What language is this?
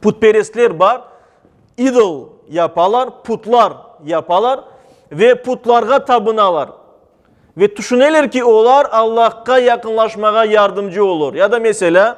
Crimean Tatar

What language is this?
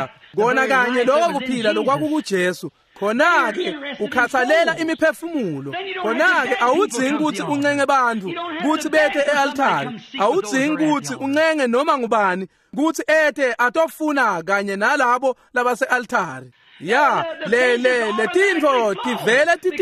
Swati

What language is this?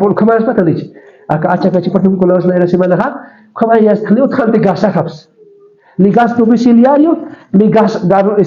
Aymara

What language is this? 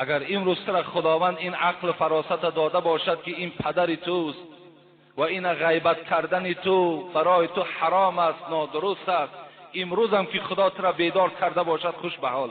Tajik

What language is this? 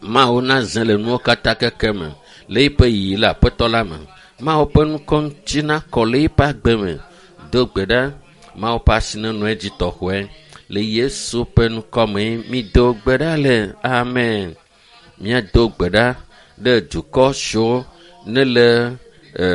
Ewe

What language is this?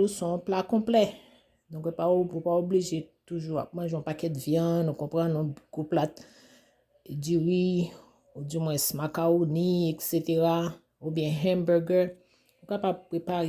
Haitian Creole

